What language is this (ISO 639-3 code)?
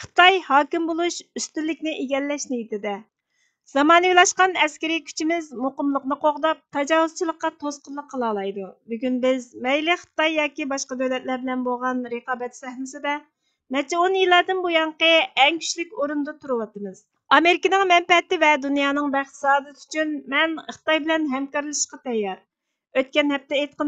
uig